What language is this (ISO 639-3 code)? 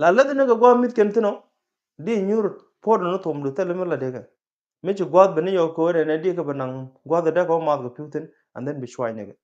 nus